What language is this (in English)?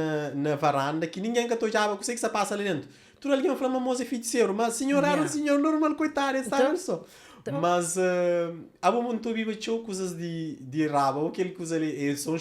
Kabuverdianu